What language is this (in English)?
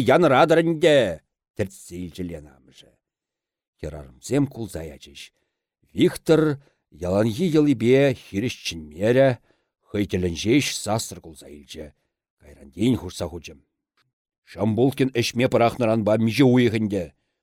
Chuvash